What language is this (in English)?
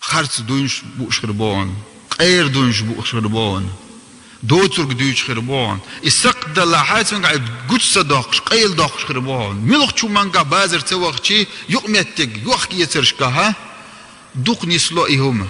Chechen